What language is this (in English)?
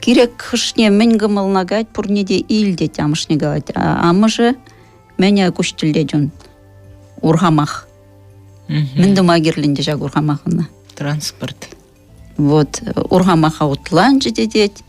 Chuvash